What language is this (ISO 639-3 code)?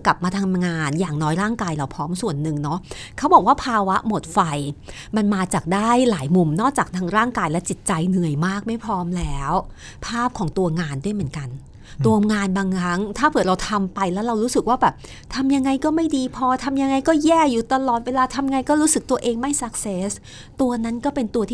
tha